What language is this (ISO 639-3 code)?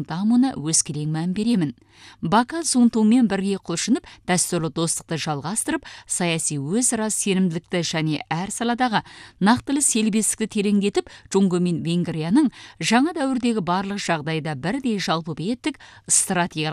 kaz